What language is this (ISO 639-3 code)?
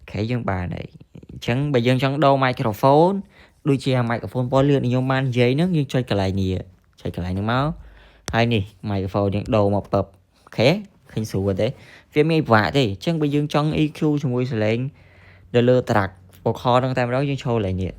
khm